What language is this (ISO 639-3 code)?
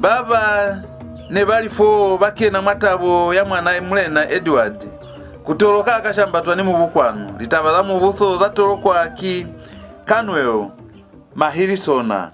loz